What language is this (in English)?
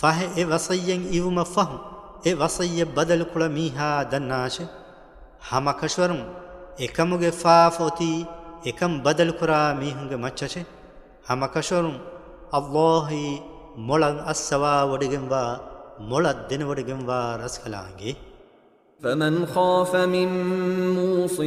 Divehi